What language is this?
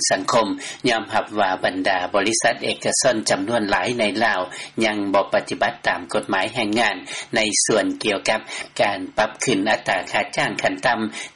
Lao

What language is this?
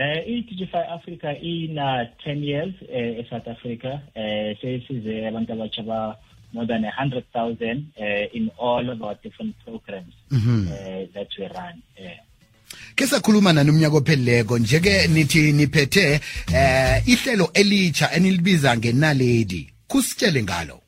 South Ndebele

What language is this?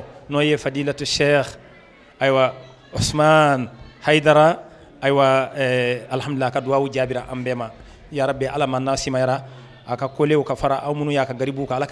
Bambara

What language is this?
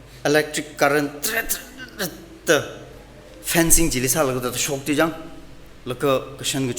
Tangkhul Naga (India)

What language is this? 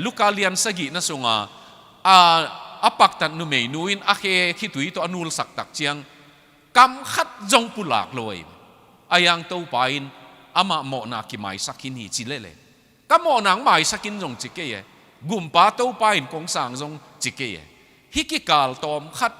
Tedim Chin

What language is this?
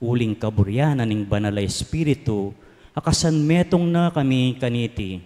Pampanga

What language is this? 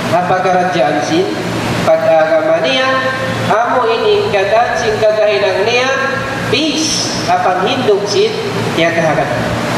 Tausug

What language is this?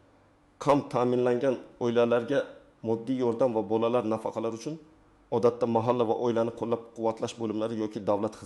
Uzbek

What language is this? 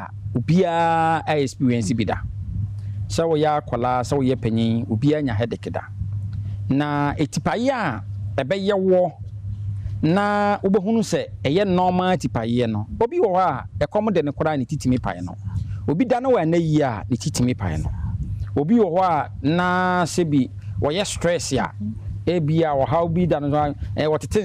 Akan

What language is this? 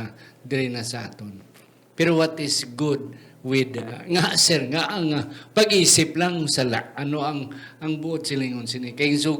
Hiligaynon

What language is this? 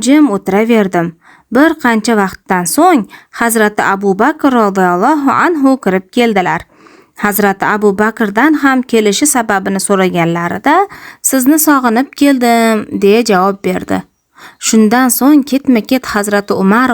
Uzbek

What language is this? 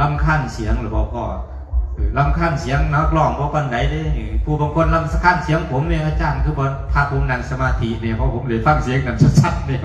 Northeastern Thai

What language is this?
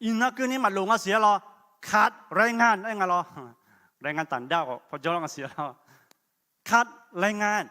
Akha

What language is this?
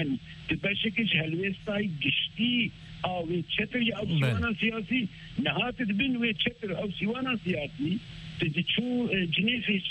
Kurdish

